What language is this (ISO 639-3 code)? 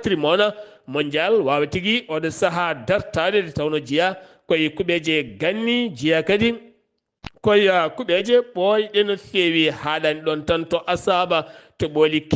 ful